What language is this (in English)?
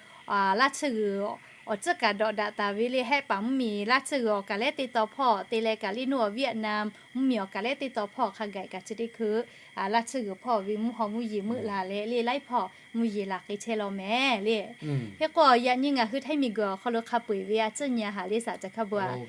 Lahu